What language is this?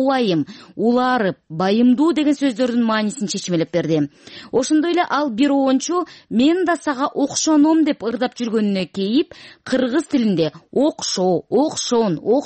Kyrgyz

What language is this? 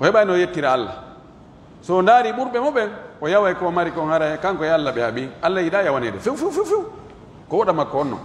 Pular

